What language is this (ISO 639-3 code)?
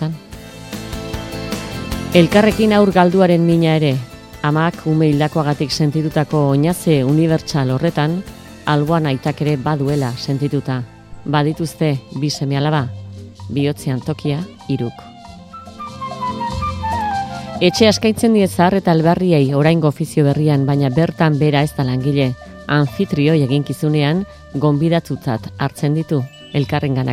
eus